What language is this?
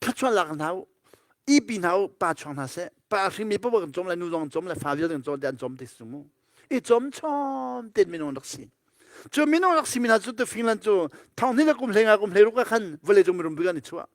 Hakha Chin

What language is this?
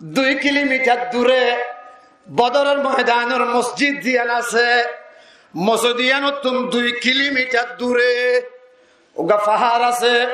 Rohingya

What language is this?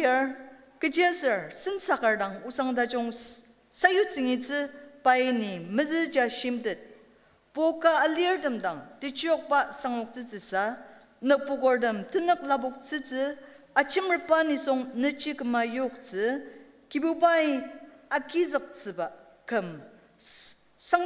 Ao Naga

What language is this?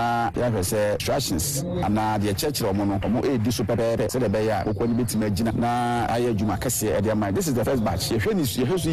Akan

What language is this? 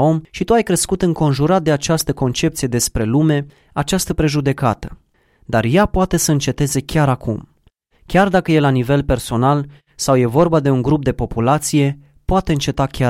Romanian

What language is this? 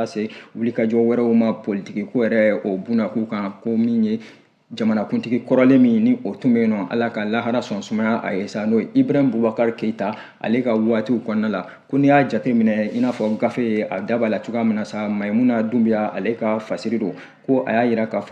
Bambara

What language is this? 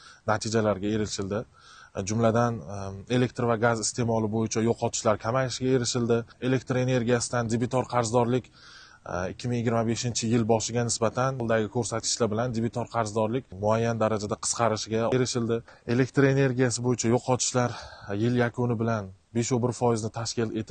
Uzbek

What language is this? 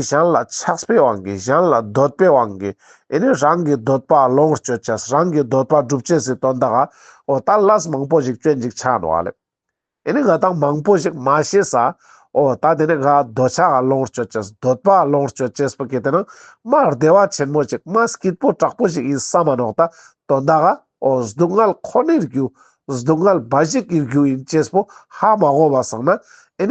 Ladakhi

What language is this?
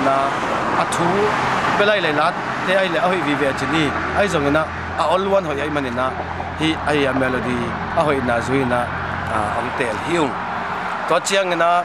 Tedim Chin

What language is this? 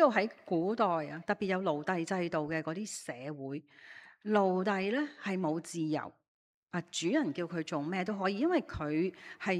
Cantonese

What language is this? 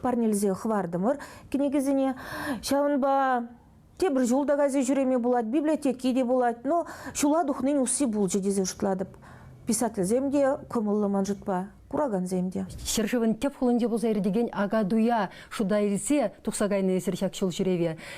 Chuvash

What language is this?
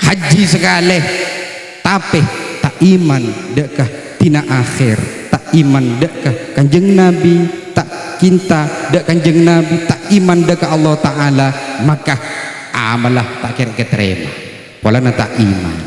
Madurese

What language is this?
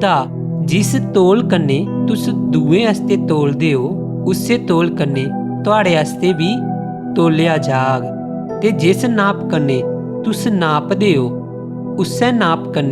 Dogri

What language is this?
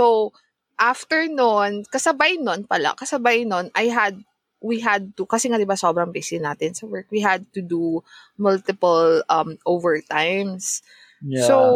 Filipino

